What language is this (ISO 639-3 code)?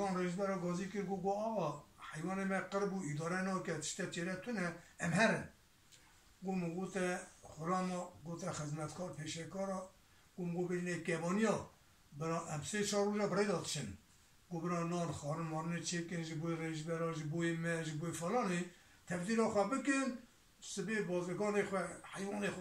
kur